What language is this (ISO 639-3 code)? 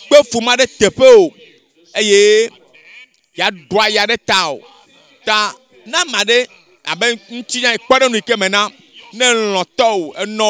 ewe